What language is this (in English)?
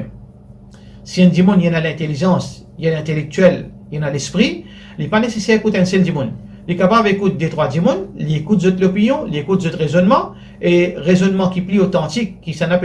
Morisyen